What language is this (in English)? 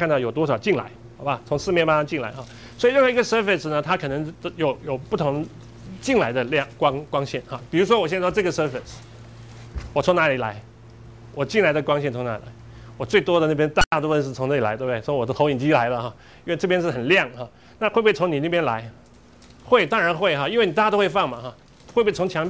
Chinese